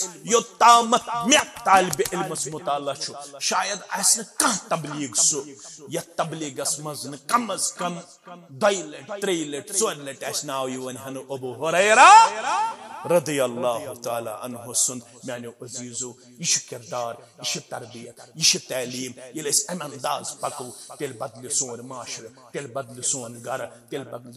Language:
Kashmiri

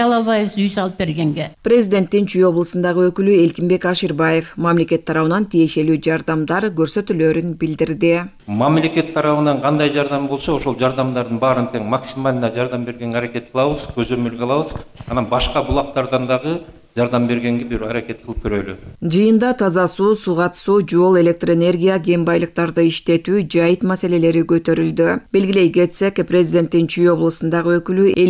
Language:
Kyrgyz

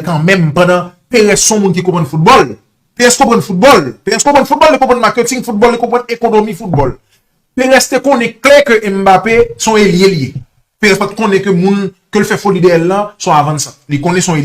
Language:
Haitian Creole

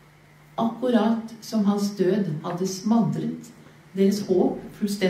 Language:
Norwegian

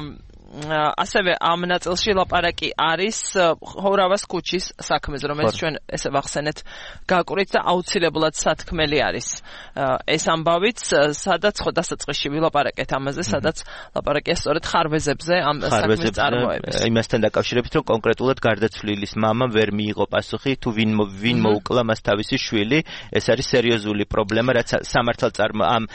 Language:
Georgian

